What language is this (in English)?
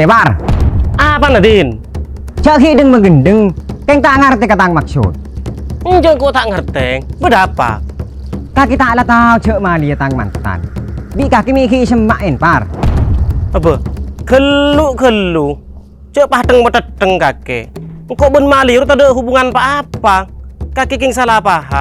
Madurese